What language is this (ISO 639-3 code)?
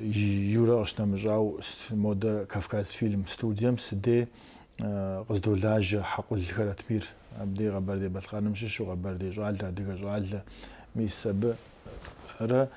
kbd